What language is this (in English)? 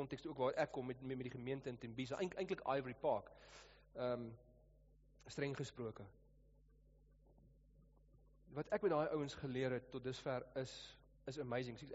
Afrikaans